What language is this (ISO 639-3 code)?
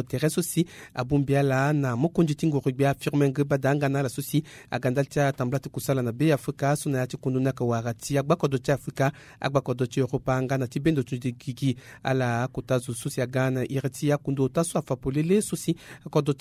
sag